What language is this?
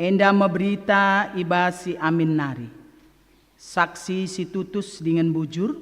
Batak Karo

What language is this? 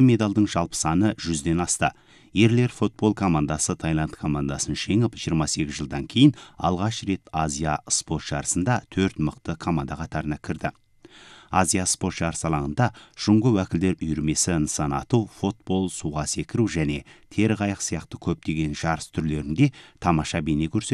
Kazakh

